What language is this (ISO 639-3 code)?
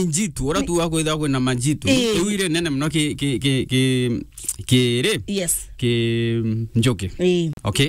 mer